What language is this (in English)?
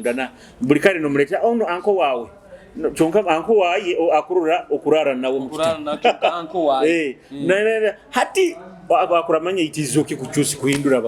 Nyoro